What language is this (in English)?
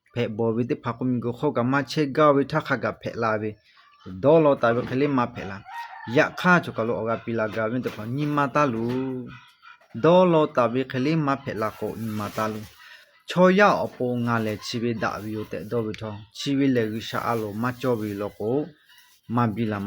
Lahu